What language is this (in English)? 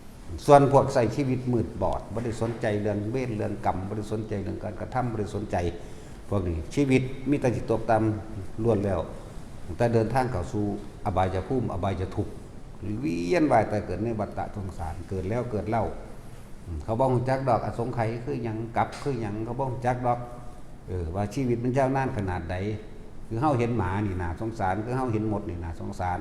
Northeastern Thai